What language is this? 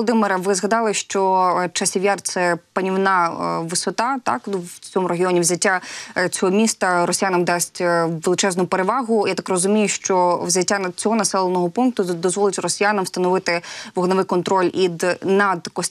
Ukrainian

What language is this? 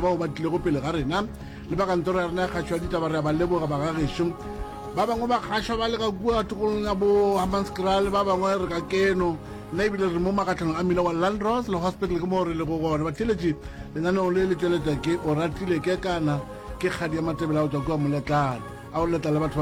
Northern Sotho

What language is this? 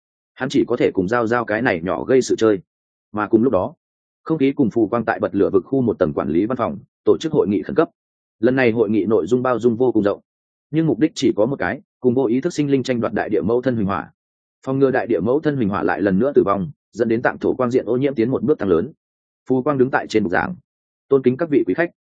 Vietnamese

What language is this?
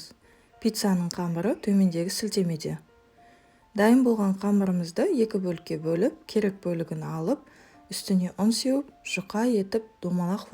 Kazakh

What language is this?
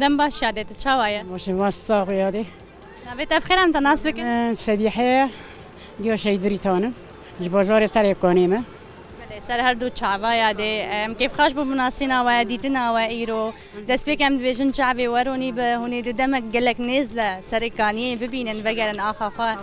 Kurdish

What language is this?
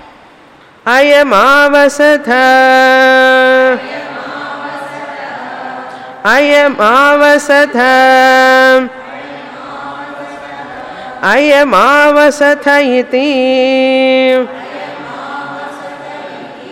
Telugu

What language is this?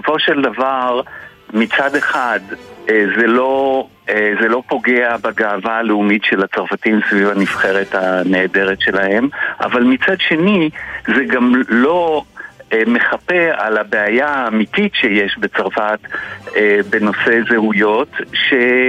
Hebrew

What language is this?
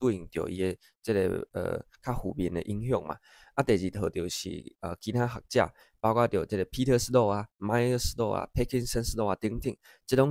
Min Nan Chinese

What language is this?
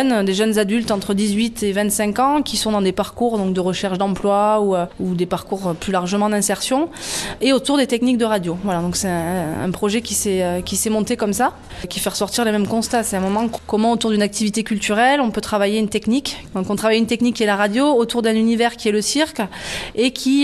French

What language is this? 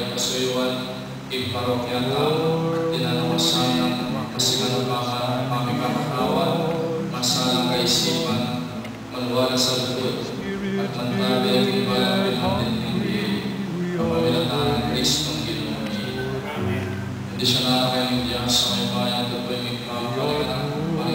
Pampanga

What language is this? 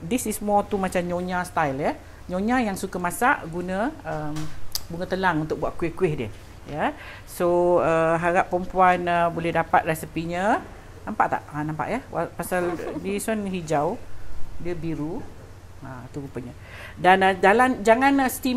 Malay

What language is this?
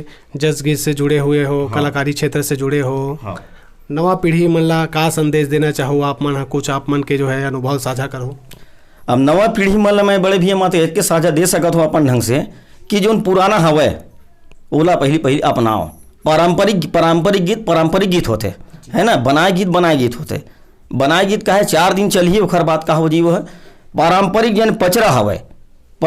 Chhattisgarhi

